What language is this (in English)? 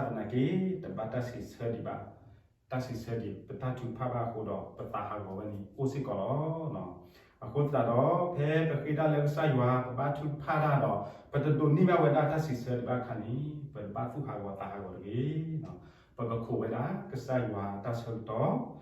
S'gaw Karen